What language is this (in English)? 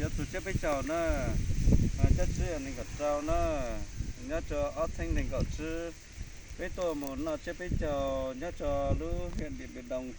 Hmong